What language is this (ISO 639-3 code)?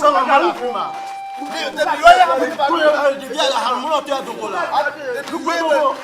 ewe